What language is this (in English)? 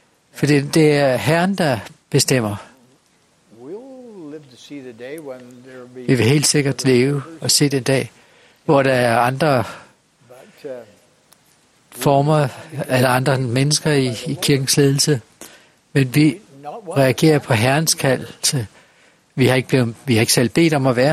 Danish